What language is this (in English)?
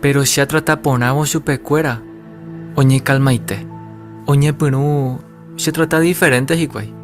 Guarani